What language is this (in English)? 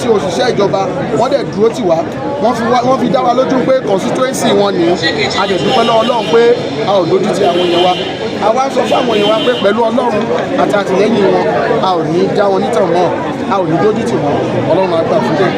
Yoruba